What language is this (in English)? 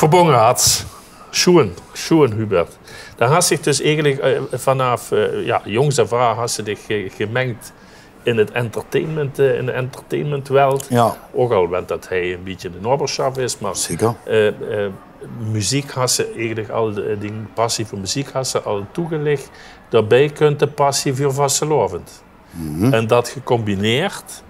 Limburgish